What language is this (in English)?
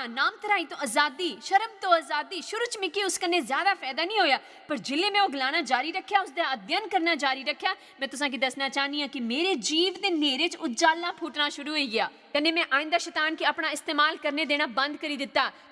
Dogri